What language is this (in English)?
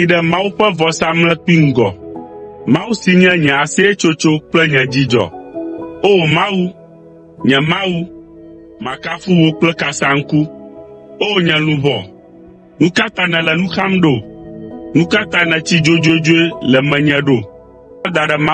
Ewe